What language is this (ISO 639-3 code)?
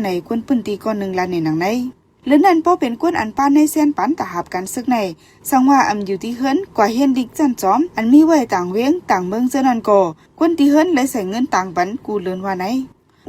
shn